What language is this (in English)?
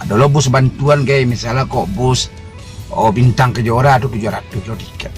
Minangkabau